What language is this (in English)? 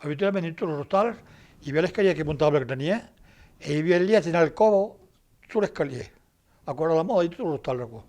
Occitan